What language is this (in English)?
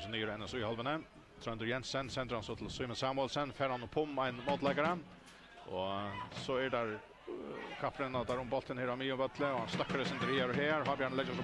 Faroese